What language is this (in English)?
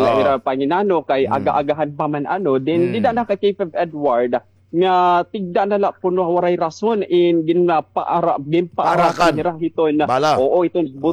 Waray